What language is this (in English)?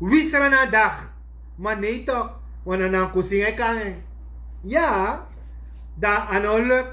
Sranan Tongo